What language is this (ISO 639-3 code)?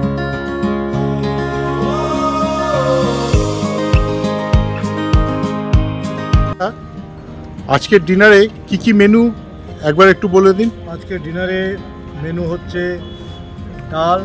ben